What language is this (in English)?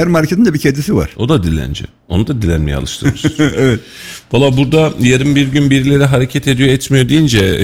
Turkish